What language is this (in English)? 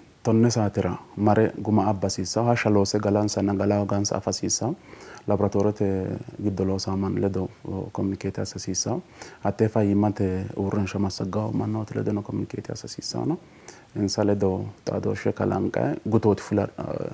Sidamo